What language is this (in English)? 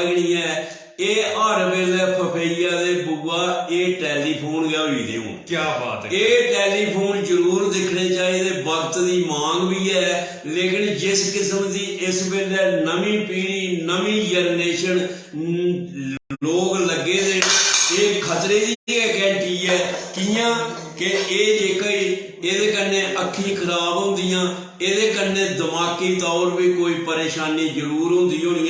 Dogri